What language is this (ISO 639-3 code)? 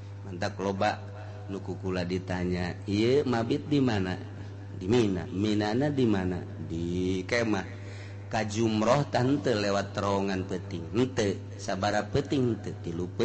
sun